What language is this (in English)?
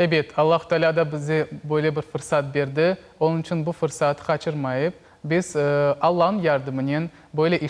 Crimean Tatar